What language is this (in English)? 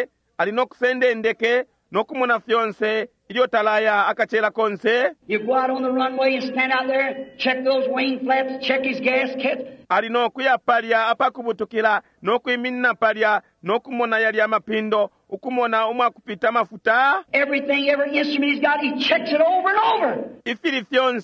Bemba